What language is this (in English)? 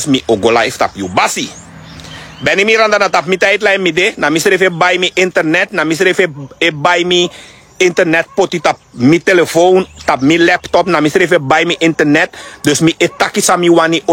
Sranan Tongo